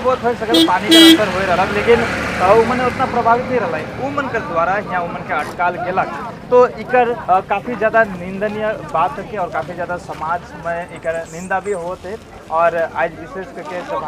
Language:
Sadri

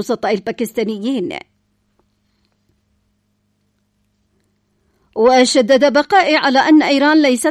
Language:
Arabic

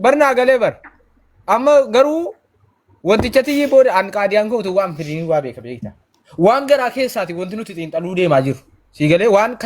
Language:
Oromo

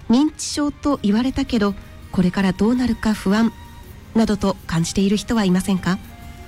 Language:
Japanese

